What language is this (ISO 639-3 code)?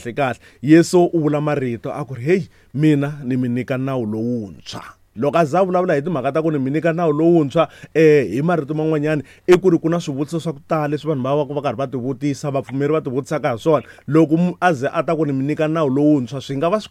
tso